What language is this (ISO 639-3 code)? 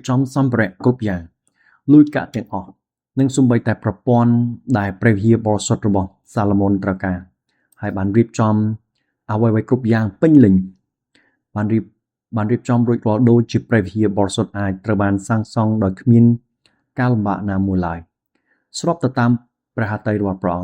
khm